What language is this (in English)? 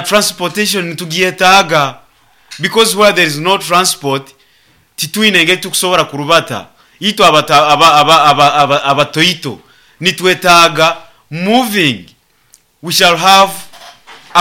Nyoro